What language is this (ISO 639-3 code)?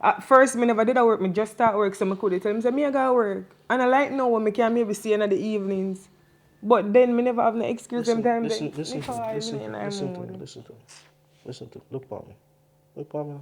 jam